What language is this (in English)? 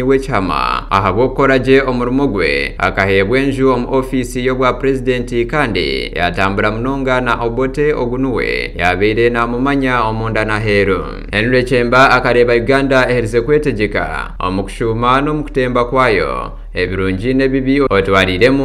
Nyankole